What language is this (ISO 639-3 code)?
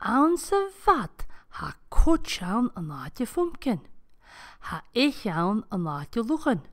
gla